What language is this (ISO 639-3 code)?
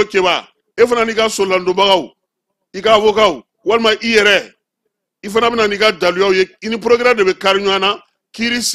bam